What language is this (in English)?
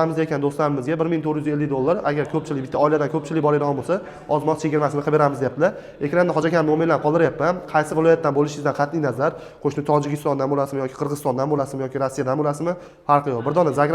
Uzbek